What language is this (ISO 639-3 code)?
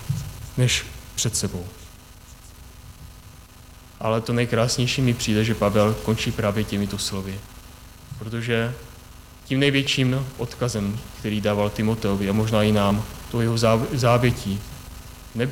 ces